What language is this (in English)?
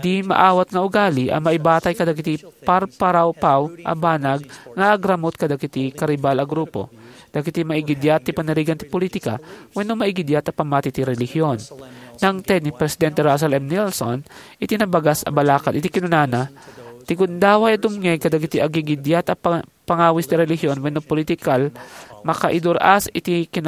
Iloko